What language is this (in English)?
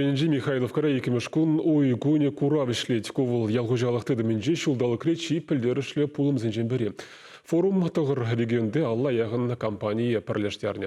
Chuvash